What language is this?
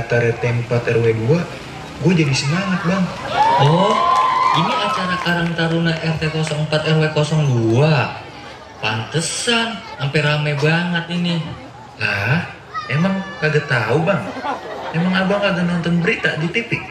Betawi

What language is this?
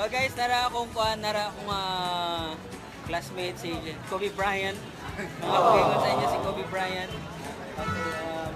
Cebuano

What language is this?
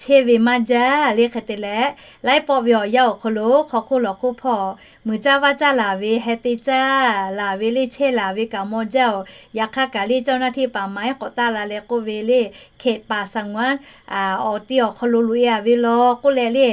Lahu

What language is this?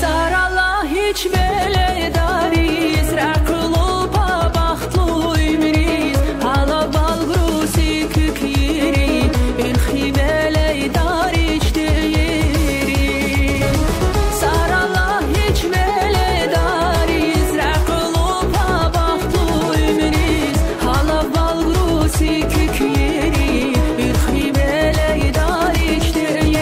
Tabassaran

